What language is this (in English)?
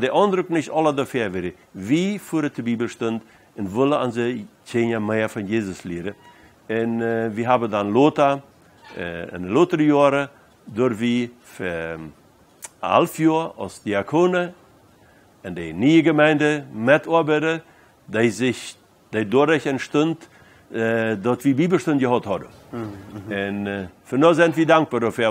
Plautdietsch